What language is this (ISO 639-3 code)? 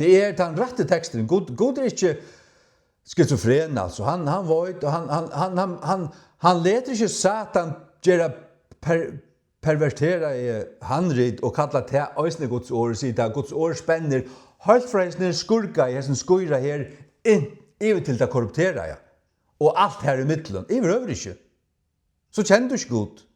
fao